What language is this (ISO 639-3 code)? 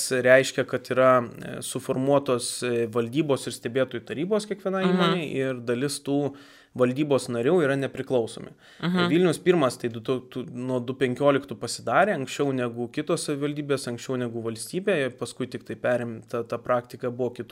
lit